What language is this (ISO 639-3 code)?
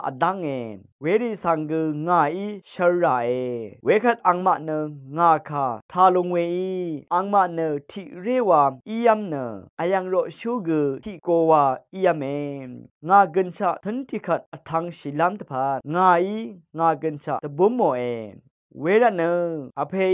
raw